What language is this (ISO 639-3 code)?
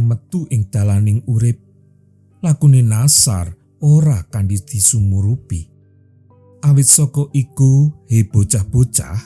jav